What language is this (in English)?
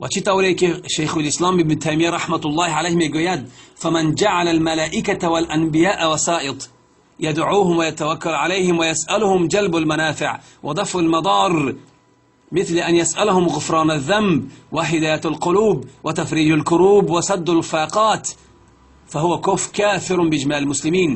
Tajik